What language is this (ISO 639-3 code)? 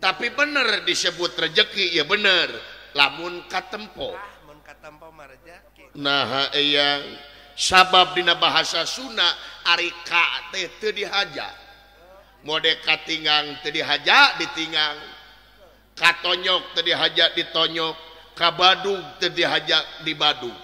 sun